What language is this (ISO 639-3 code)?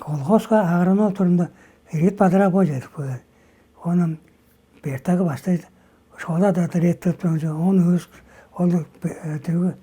tyv